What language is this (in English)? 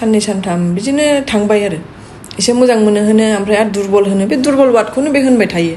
Bodo